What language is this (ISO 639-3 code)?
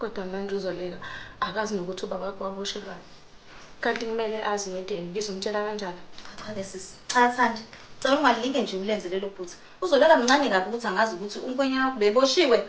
zul